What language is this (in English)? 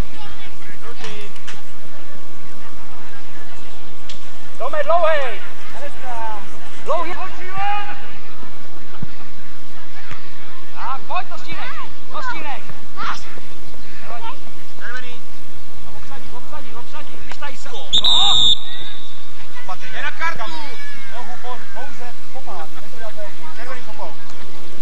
Czech